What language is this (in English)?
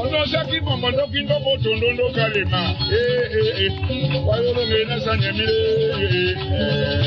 Tetela